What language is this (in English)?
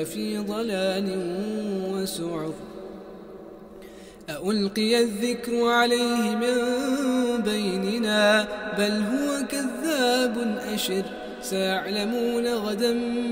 Arabic